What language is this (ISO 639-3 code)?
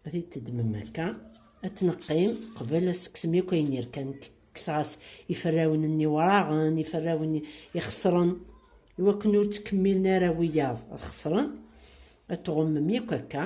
kab